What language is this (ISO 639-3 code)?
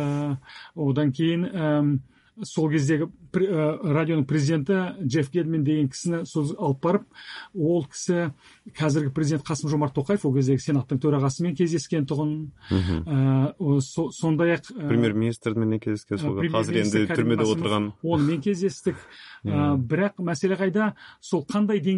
kaz